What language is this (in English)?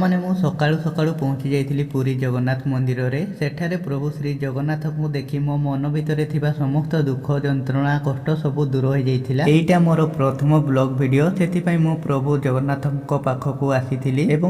Odia